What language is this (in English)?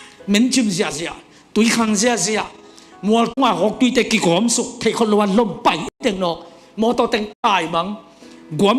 Tedim Chin